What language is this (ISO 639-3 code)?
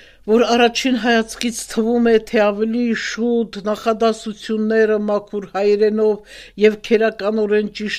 hye